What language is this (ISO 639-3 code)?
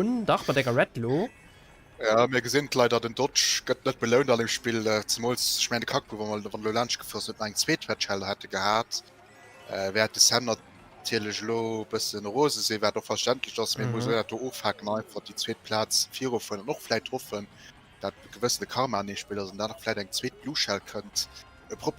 ltz